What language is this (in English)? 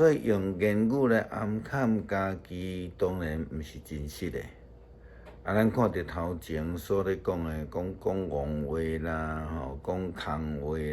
Min Nan Chinese